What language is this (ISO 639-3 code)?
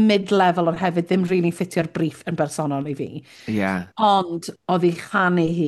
cym